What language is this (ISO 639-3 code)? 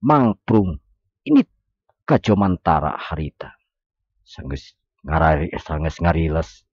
sun